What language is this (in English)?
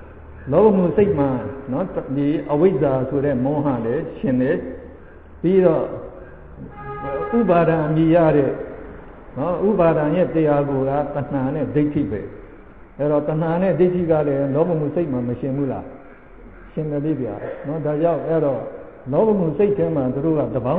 Burmese